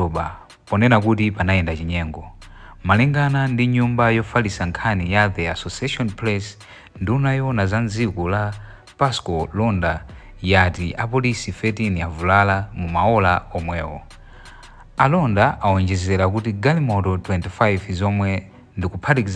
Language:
Nyanja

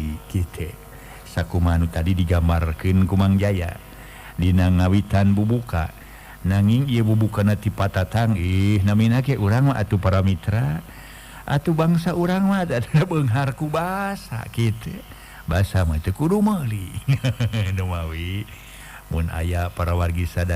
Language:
Sundanese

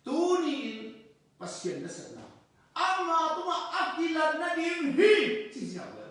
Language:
Tedim Chin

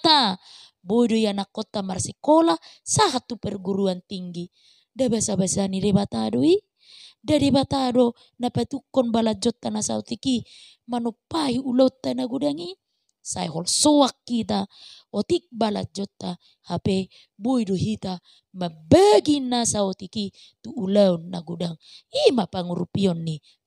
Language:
Batak Toba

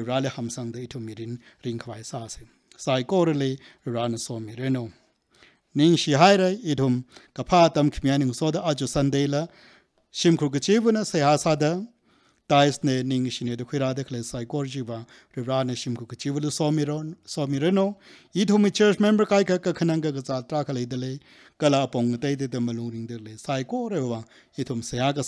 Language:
Tangkhul Naga (India)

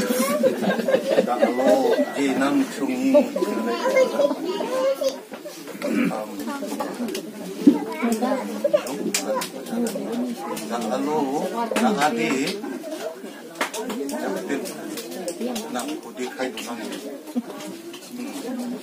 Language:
Garo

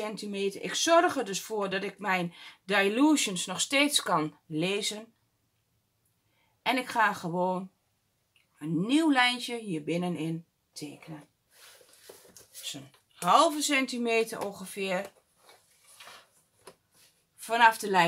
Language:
Dutch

